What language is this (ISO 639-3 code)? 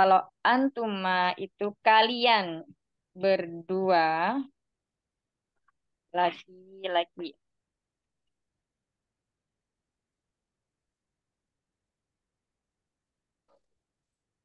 ind